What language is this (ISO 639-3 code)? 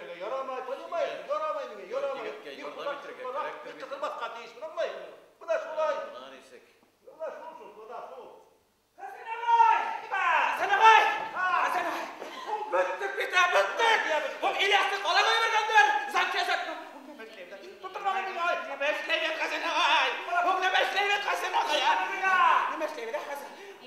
bak